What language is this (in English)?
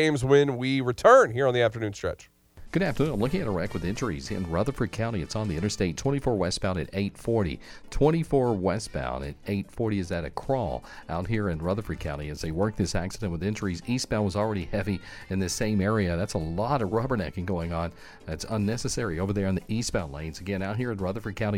English